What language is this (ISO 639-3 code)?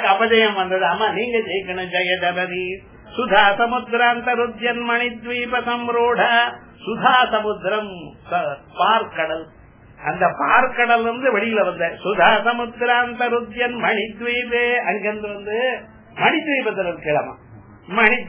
tam